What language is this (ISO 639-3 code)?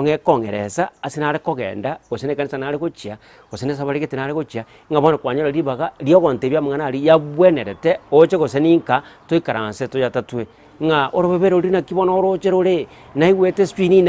guz